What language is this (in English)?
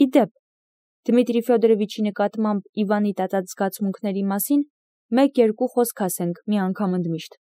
Armenian